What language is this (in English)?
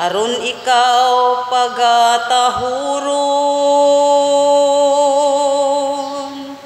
Cebuano